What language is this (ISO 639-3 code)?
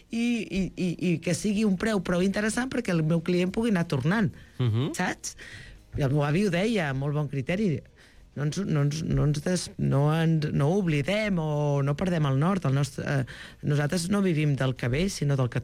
cat